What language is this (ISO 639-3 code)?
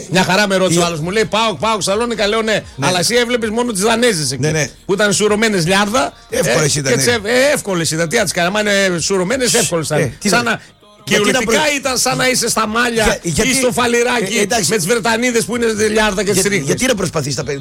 ell